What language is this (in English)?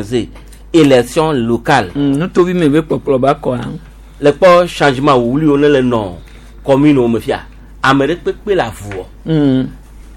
Gen